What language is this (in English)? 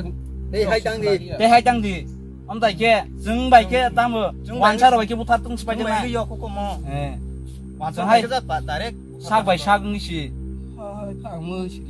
Kok Borok